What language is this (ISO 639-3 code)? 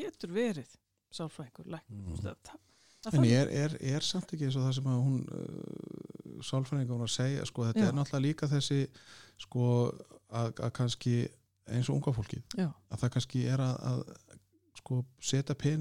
isl